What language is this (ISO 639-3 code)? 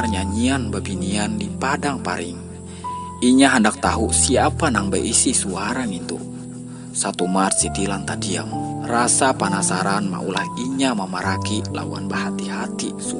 bjn